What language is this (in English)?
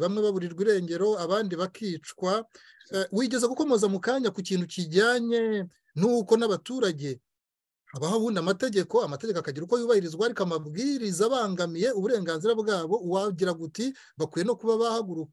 Kinyarwanda